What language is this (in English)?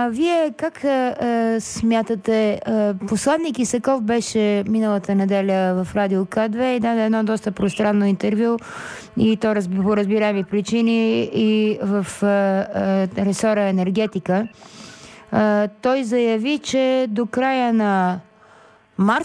Bulgarian